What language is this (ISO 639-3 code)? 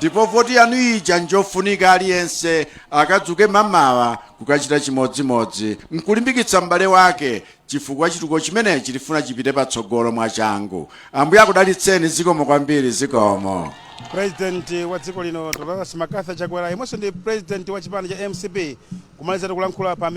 nya